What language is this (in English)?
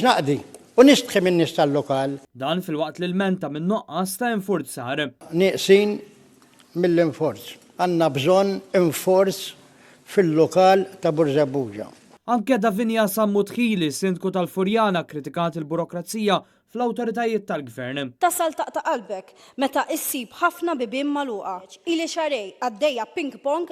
Maltese